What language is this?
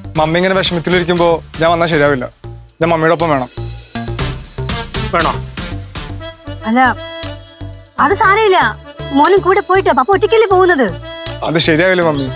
Malayalam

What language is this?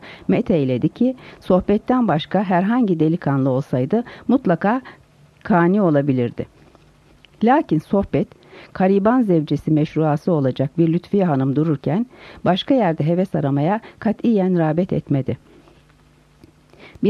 Turkish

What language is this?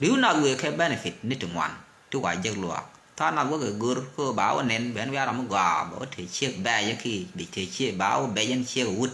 Nuer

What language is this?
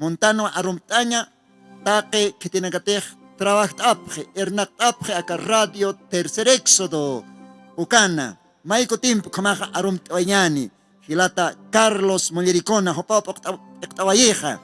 Aymara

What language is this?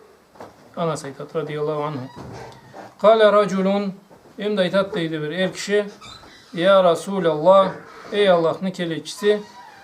Karachay-Balkar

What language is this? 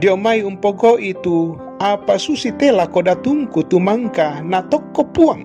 Toraja-Sa'dan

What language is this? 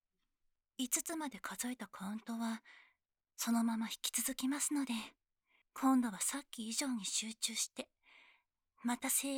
Japanese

